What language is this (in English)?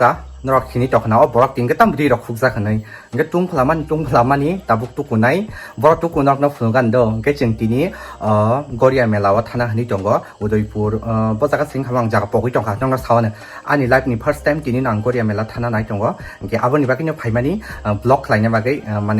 Kok Borok